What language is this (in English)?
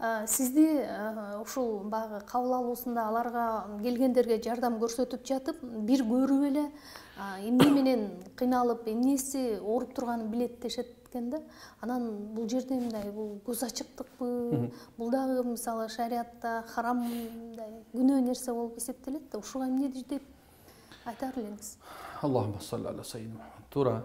Kyrgyz